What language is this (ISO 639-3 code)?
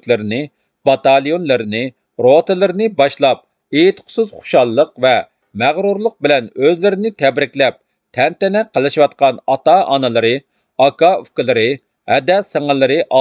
uig